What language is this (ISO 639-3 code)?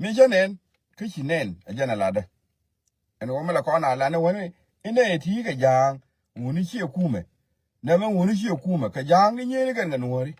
nus